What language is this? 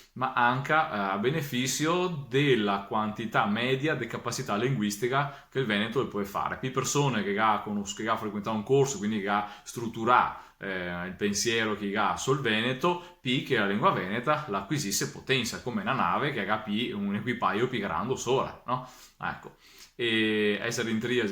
Venetian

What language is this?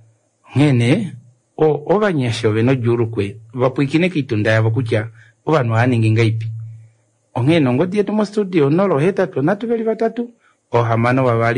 Kuanyama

